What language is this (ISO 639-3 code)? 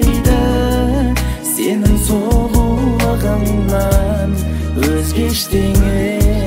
kaz